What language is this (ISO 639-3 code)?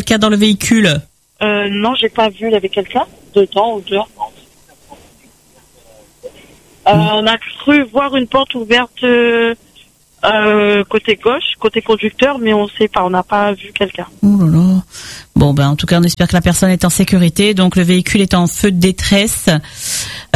fra